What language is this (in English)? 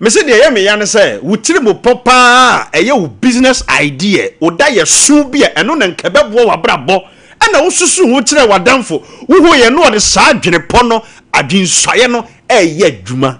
Akan